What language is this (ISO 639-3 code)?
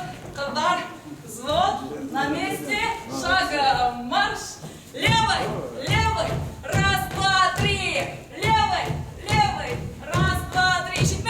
bak